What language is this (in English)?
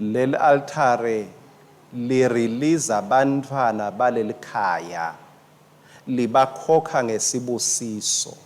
Swati